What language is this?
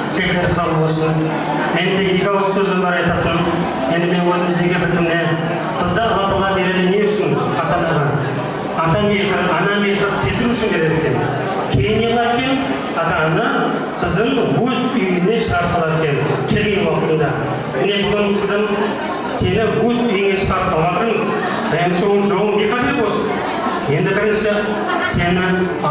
Kara-Kalpak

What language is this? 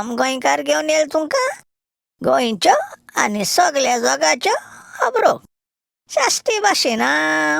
Konkani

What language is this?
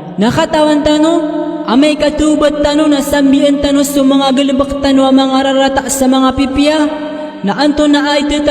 Maranao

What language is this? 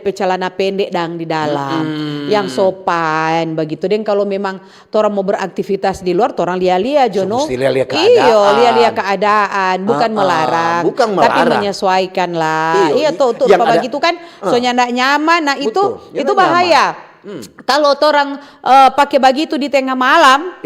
Manado Malay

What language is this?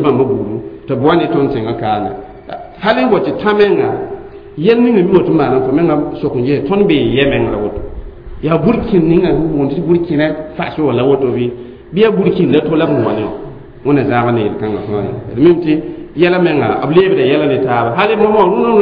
Mossi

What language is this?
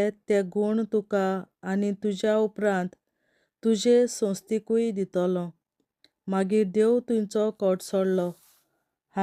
Konkani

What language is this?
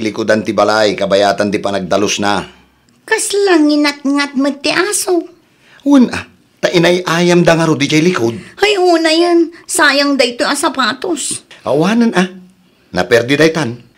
Iloko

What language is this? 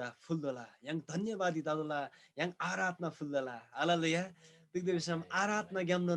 Eastern Tamang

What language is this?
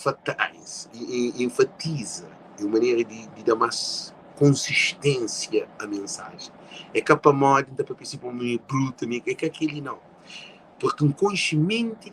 Kabuverdianu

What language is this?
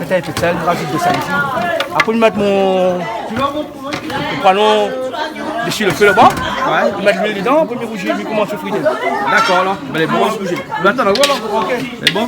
Réunion Creole French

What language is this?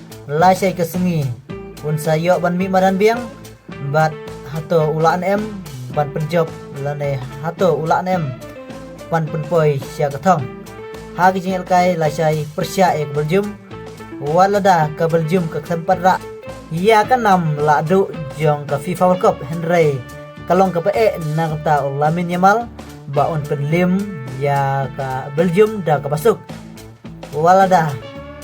Khasi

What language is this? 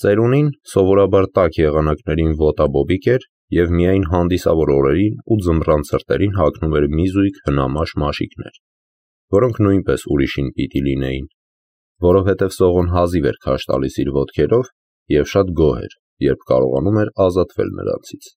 Armenian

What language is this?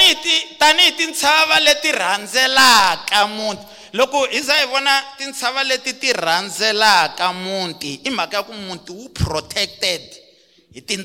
Tsonga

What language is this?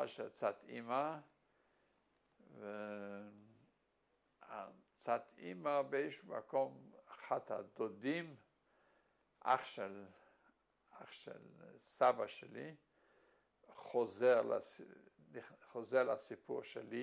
Hebrew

